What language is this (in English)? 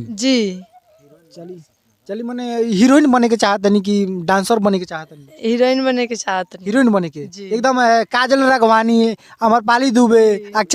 Bhojpuri